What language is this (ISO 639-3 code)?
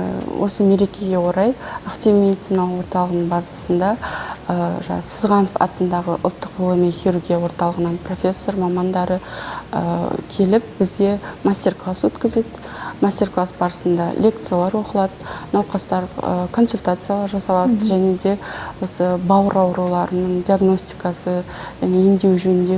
kaz